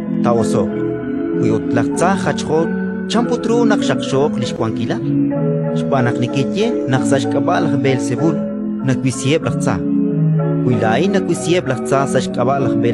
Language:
Kekchí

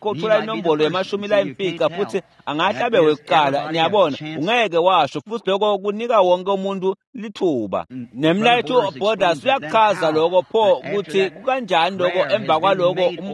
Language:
Swati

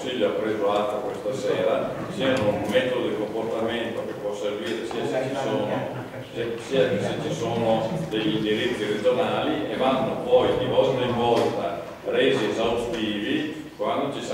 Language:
Italian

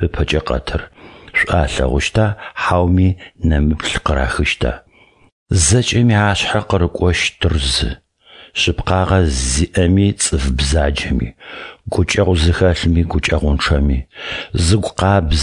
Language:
Adyghe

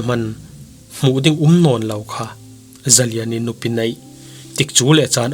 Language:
Falam Chin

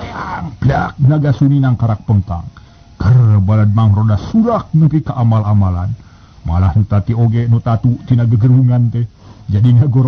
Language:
Sundanese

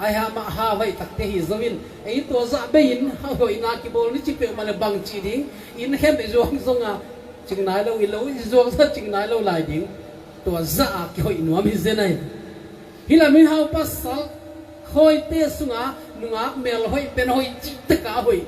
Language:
Tedim Chin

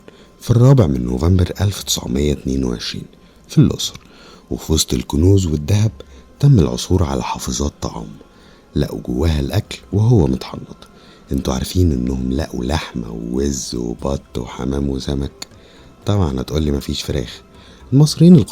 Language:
Egyptian Arabic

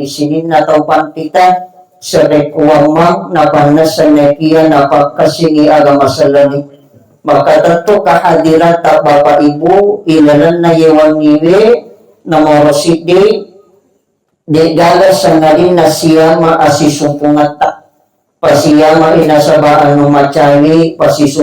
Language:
Buginese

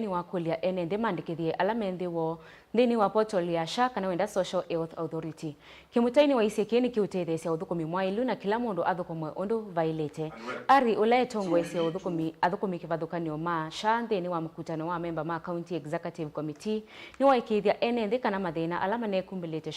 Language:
Kamba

